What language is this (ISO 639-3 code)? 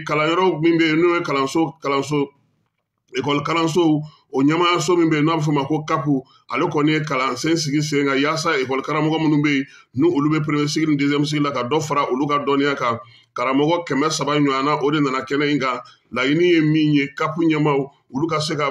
bam